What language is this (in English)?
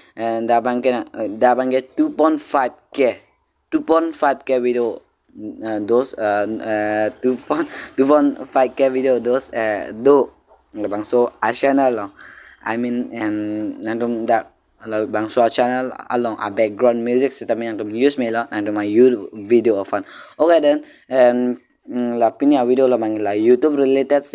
Karbi